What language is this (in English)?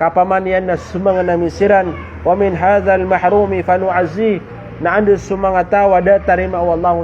Maranao